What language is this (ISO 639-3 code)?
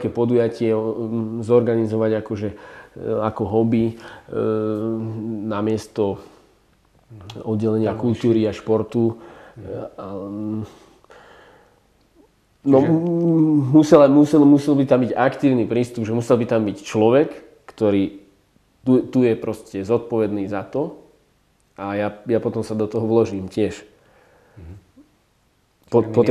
slk